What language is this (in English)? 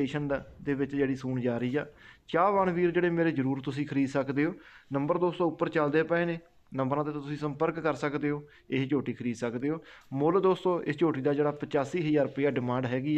Punjabi